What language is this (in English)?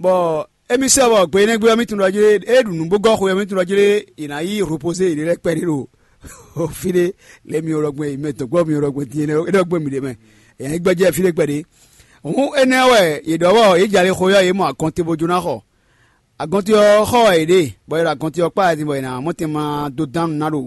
Fon